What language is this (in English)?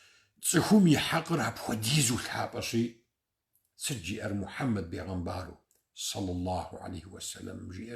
Kabardian